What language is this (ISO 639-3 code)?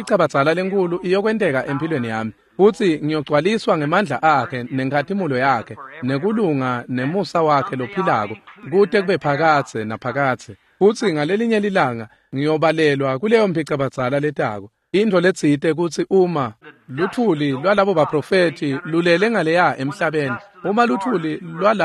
ssw